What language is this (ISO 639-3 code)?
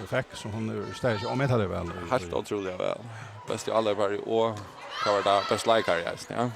fao